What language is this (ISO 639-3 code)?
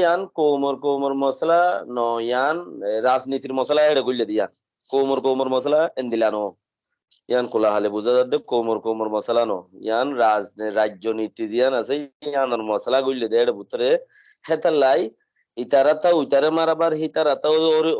rhg